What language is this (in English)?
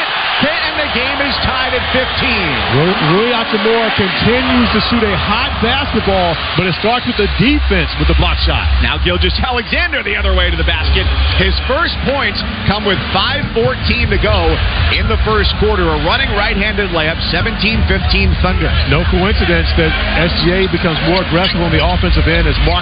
English